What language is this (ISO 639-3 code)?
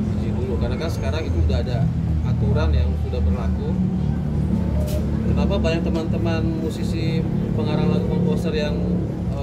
ind